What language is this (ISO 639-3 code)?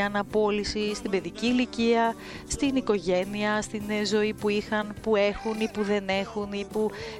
ell